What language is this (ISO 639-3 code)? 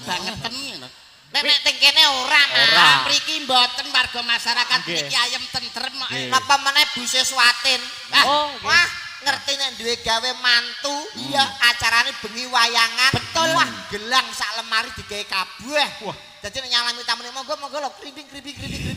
jav